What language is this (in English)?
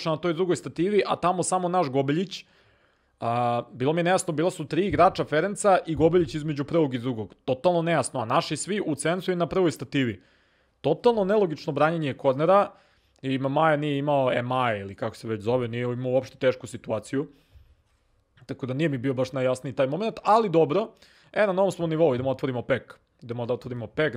Serbian